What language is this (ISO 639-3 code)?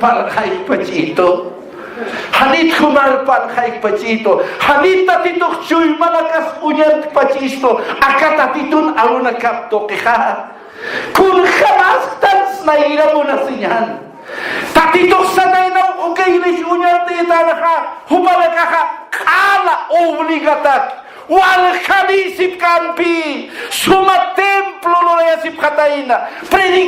aym